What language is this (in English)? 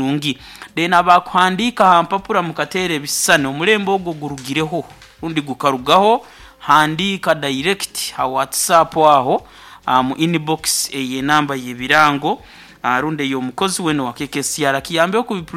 Nyoro